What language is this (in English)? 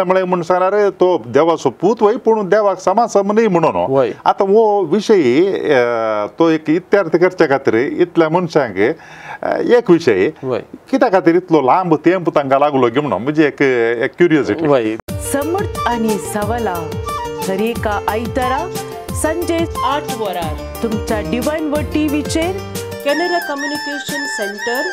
Konkani